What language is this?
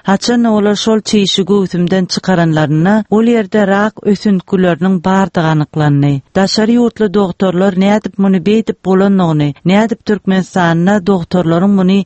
Turkmen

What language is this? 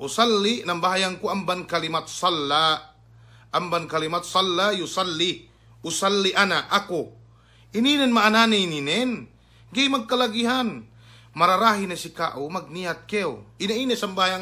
Yakan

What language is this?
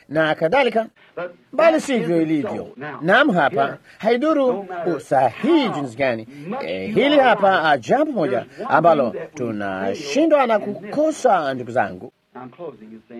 Swahili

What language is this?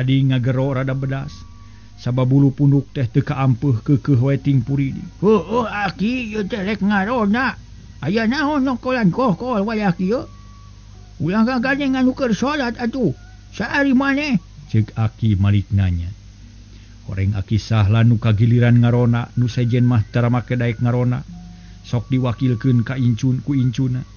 Sundanese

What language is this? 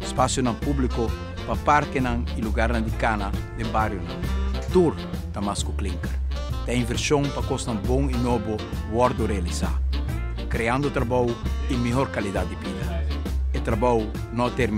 Papiamento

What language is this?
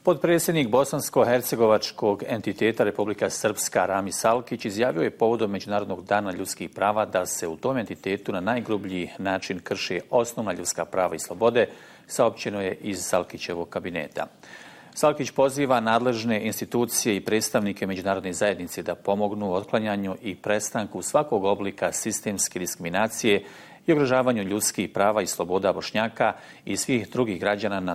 Bosnian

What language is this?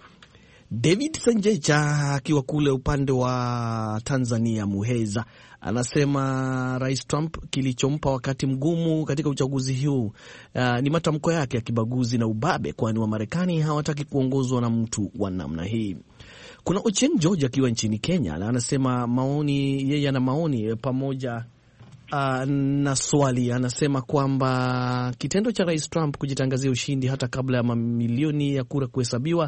Swahili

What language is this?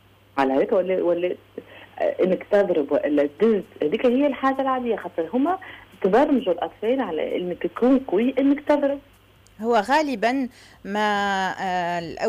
Tunisian Arabic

